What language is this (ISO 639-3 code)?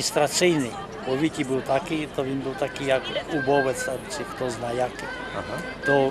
rue